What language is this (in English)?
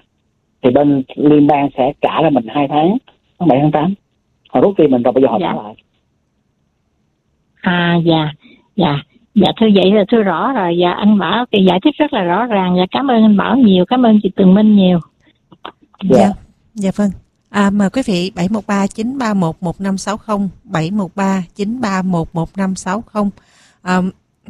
Vietnamese